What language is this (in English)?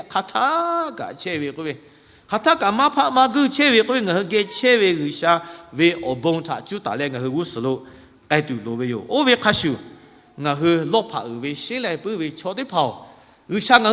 Lahu